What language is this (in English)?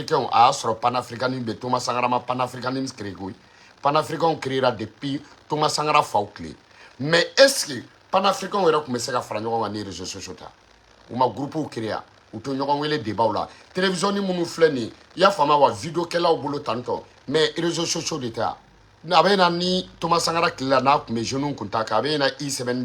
Bambara